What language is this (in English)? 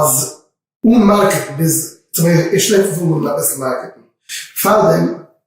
Yiddish